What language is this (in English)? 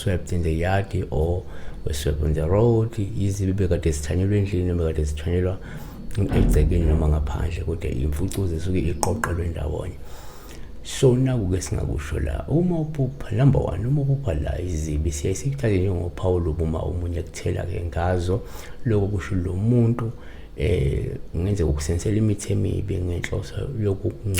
Zulu